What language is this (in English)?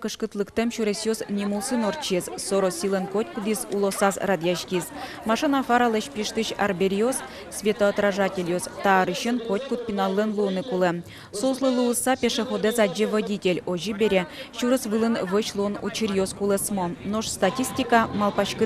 Udmurt